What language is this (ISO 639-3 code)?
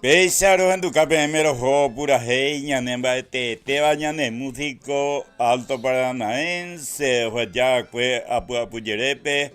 grn